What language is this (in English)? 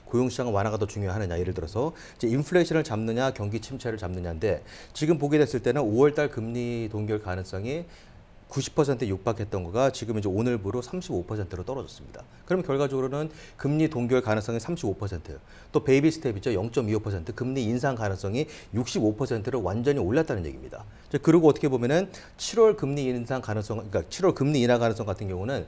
Korean